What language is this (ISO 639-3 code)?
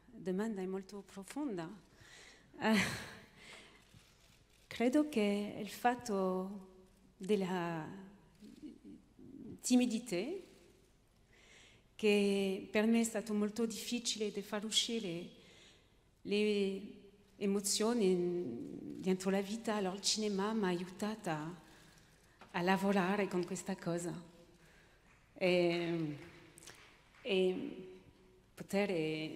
ita